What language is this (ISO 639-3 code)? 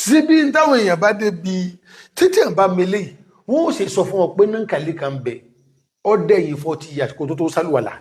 yor